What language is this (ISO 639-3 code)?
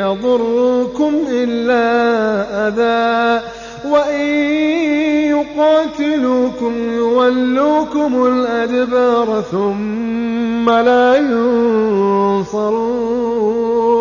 ara